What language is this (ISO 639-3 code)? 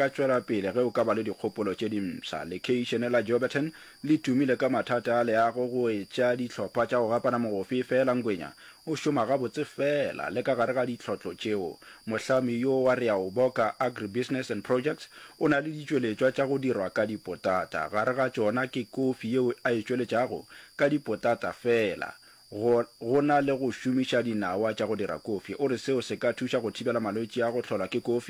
nso